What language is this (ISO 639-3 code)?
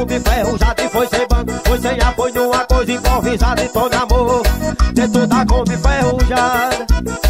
por